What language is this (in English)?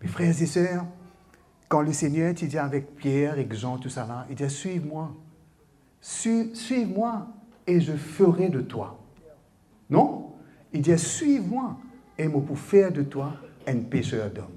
Morisyen